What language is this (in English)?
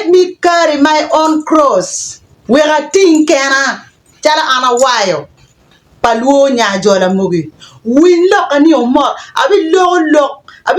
Acoli